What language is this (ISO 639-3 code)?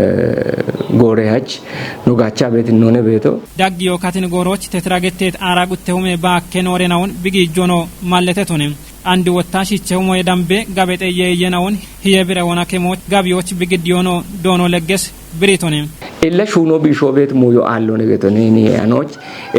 kbr